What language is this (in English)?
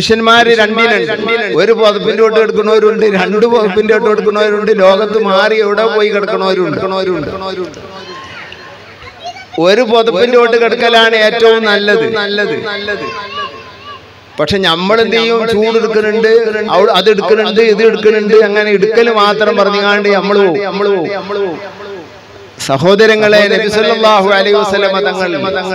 Malayalam